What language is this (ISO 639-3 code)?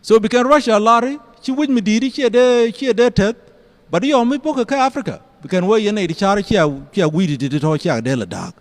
nus